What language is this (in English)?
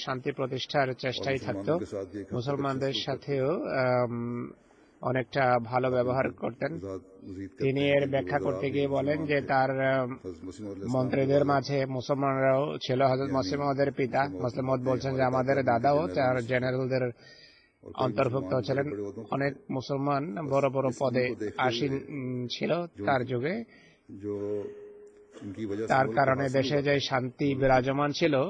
Bangla